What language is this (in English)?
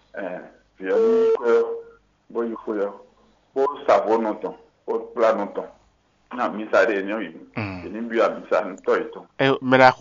Fon